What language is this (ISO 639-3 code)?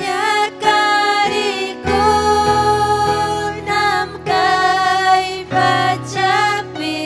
quy